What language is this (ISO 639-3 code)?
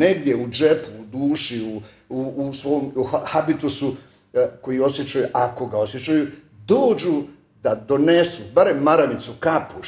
bos